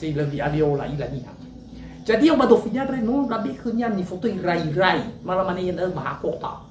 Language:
Nias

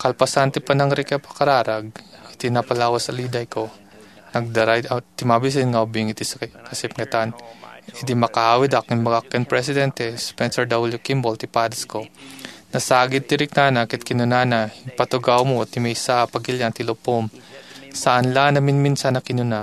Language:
Iloko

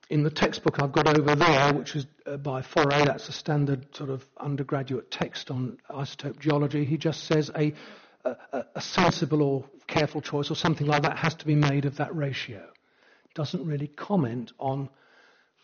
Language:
English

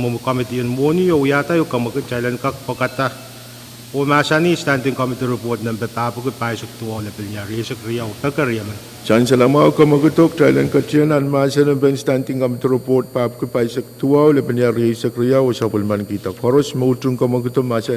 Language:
Pohnpeian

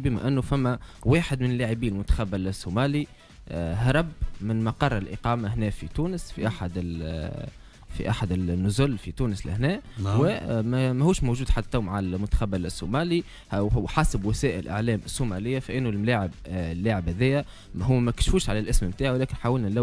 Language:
Tunisian Arabic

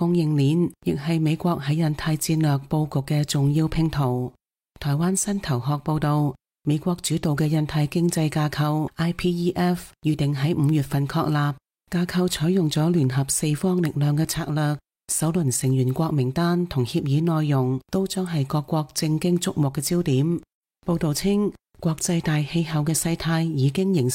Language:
Cantonese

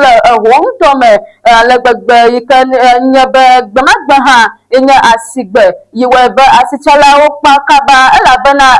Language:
Ewe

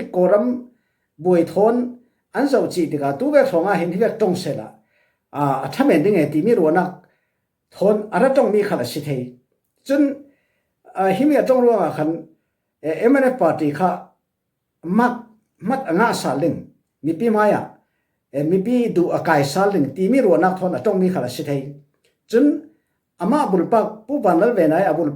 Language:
Falam Chin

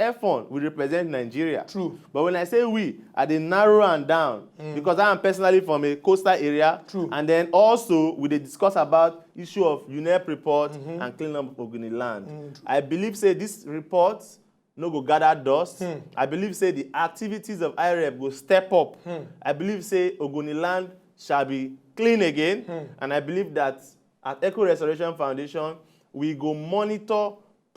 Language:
Nigerian Pidgin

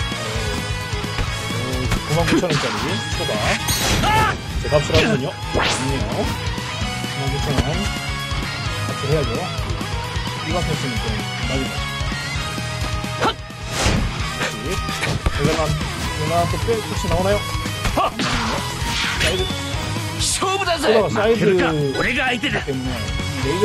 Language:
Korean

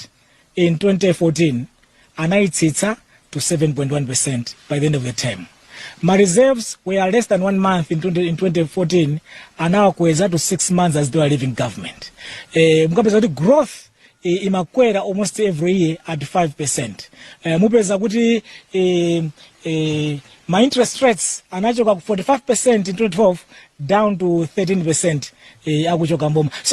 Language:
Nyanja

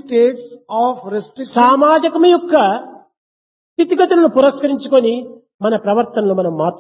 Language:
Telugu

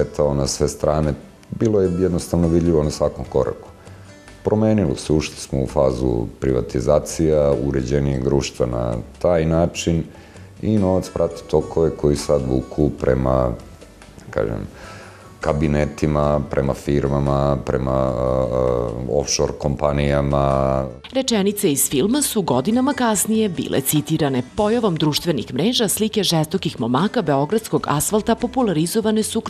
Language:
Serbian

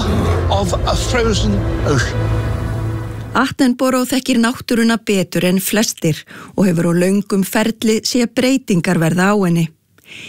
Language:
Icelandic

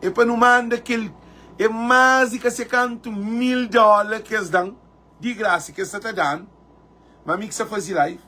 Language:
Kabuverdianu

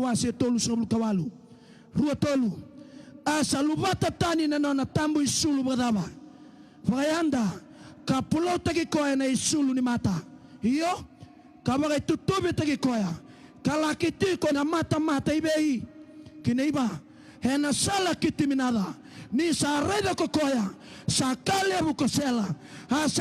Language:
Fijian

